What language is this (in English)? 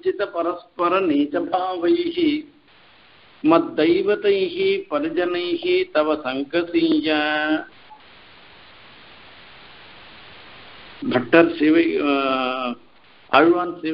Tamil